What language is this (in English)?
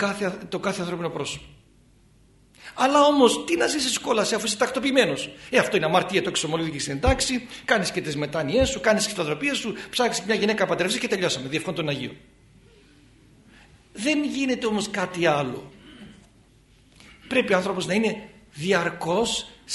Greek